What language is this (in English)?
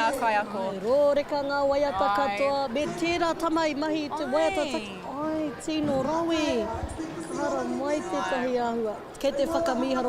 Māori